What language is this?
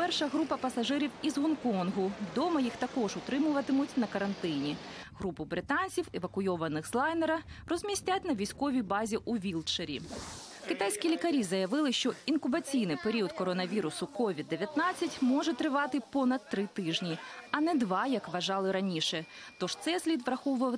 Ukrainian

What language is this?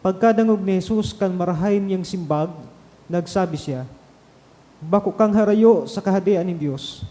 Bikol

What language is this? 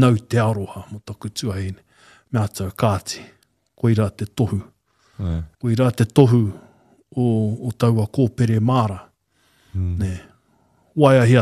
Māori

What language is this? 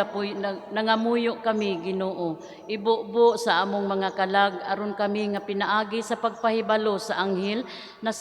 Cebuano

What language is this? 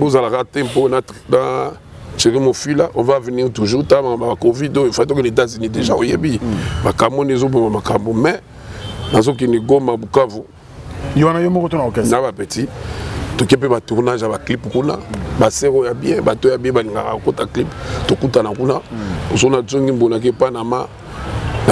Lingala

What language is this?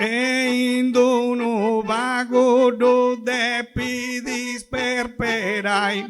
Sardinian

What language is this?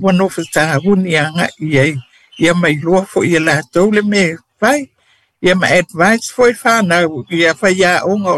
Samoan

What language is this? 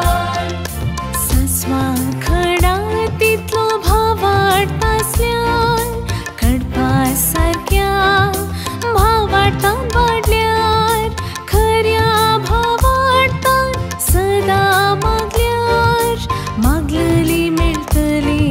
Konkani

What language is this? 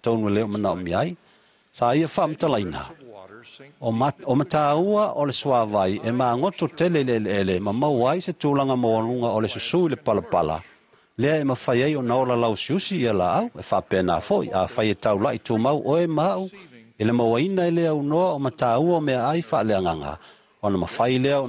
Samoan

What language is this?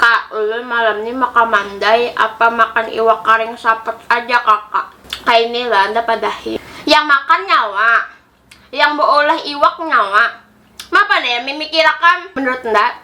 Banjar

